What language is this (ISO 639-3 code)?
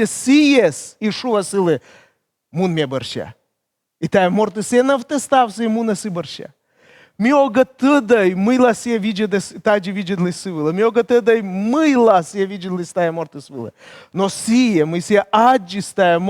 kom